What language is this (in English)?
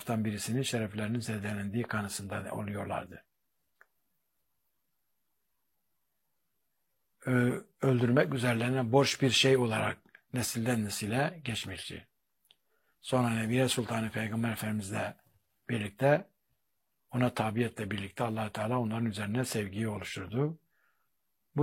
Turkish